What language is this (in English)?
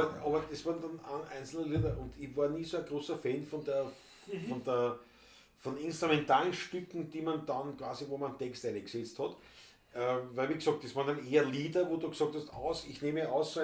Bavarian